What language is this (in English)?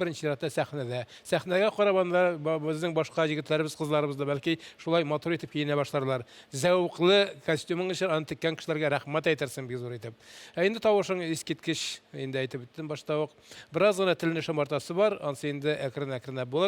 Tatar